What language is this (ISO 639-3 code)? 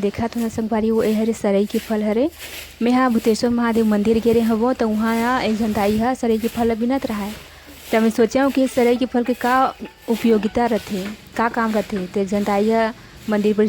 hne